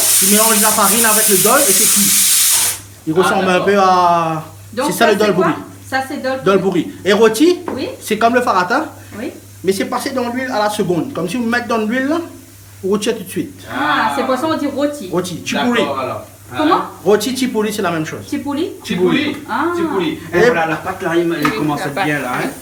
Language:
Réunion Creole French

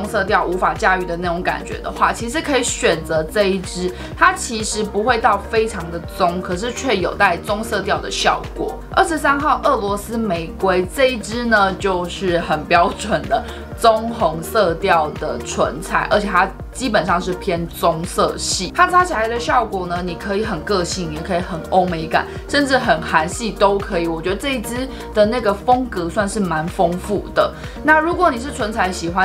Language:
Chinese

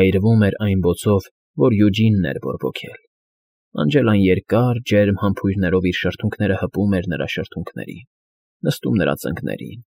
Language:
Armenian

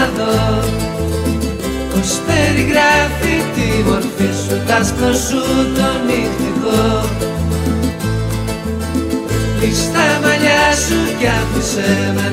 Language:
Greek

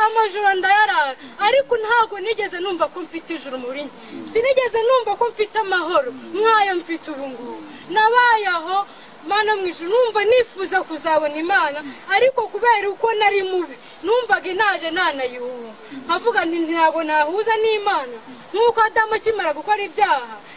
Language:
Kinyarwanda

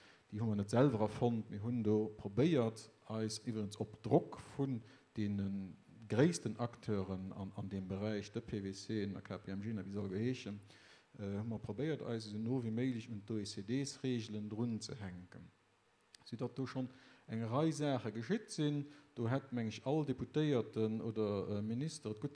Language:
Luxembourgish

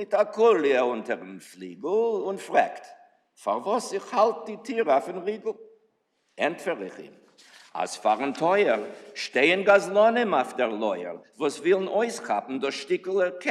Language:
Yiddish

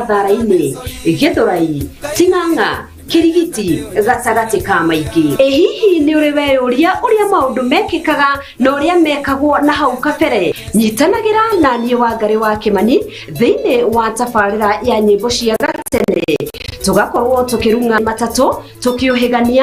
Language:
Kikuyu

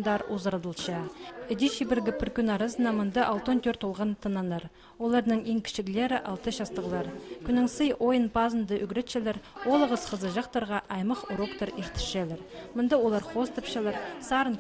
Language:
Khakas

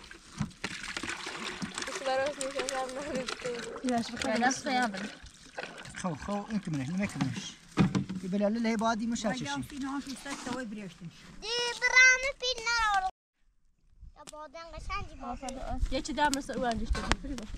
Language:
Persian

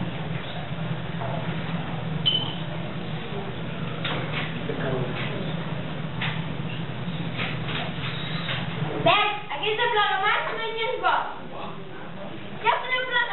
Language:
Catalan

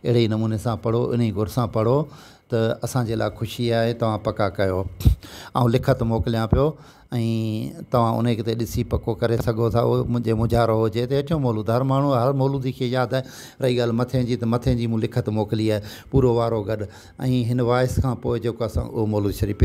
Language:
Sindhi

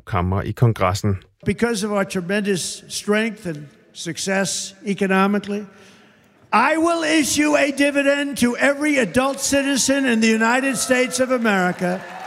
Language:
Danish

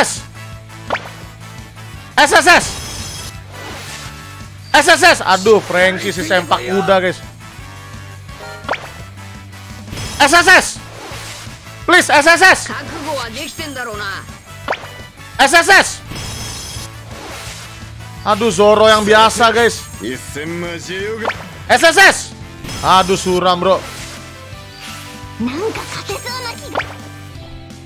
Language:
Indonesian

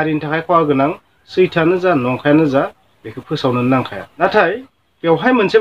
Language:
Bodo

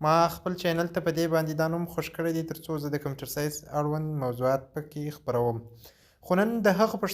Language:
Pashto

